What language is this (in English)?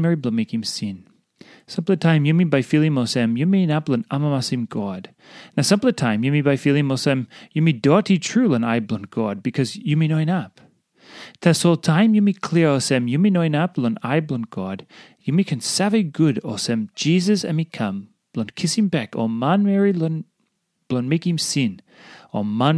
Tok Pisin